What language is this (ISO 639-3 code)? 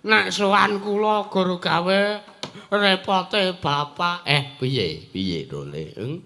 jav